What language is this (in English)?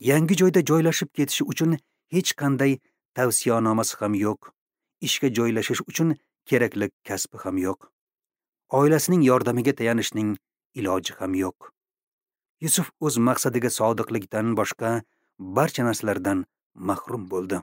Uzbek